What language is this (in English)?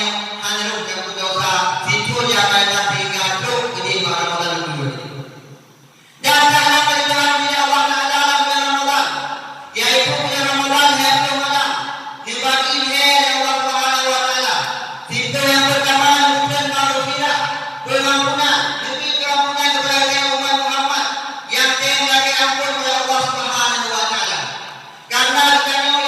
Achinese